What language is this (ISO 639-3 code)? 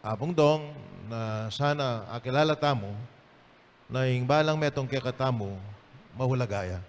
pam